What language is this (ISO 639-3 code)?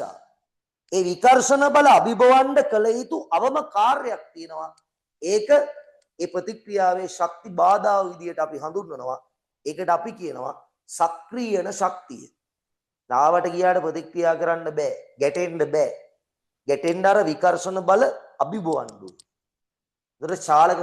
sin